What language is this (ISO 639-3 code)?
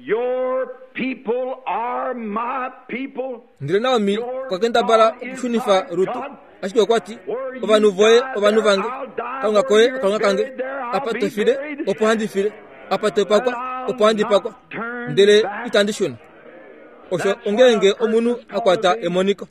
kua